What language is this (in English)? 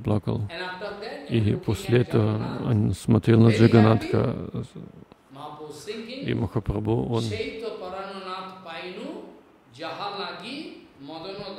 Russian